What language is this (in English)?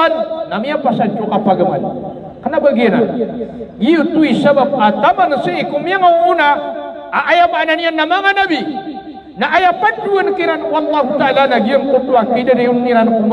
Maranao